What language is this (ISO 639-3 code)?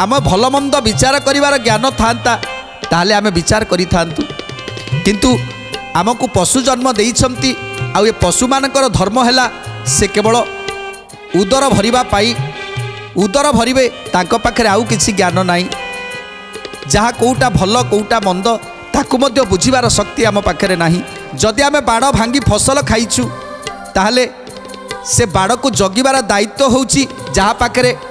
ori